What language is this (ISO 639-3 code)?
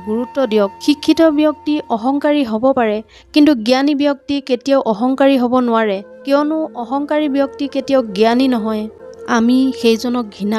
asm